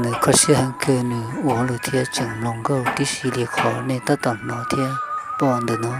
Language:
Hmong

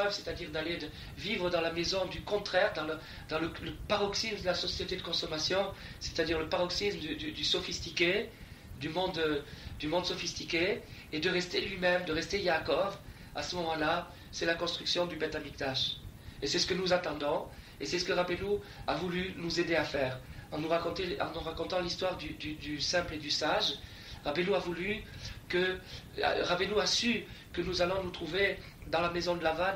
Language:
French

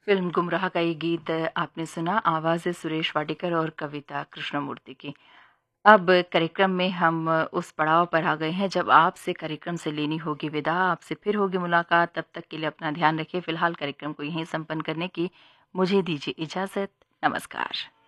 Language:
Hindi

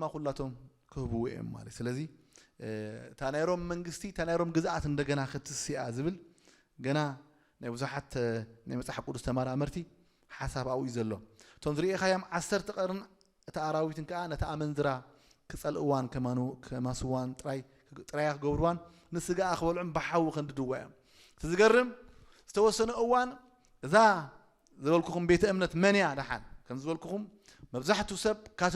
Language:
Tigrinya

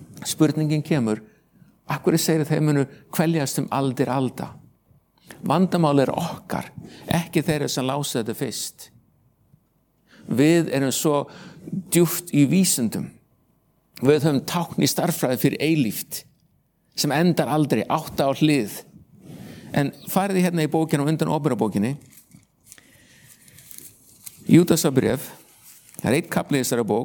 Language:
Icelandic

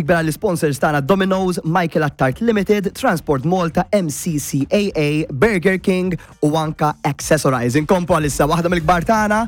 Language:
Maltese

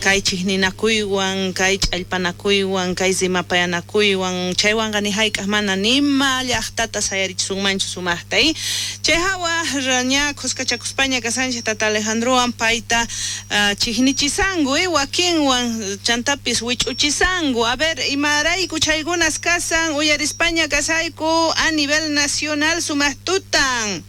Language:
South Bolivian Quechua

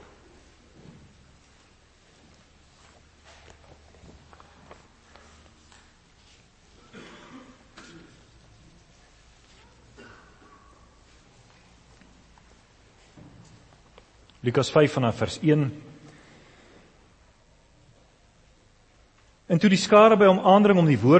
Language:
Afrikaans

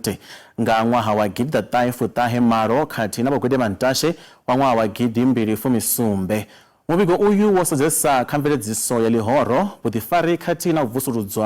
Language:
Venda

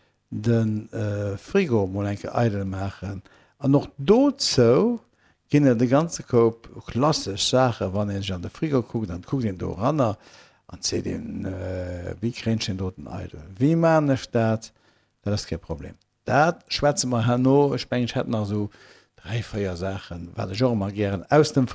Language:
Luxembourgish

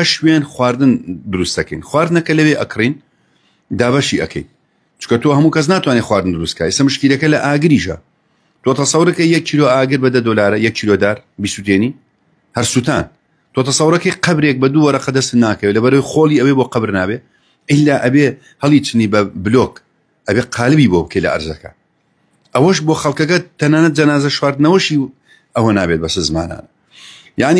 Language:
Central Kurdish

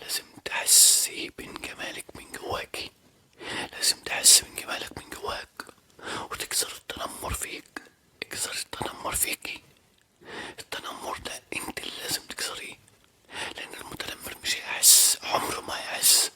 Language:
Egyptian Arabic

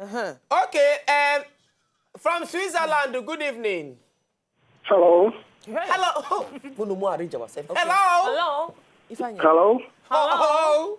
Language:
Nigerian Pidgin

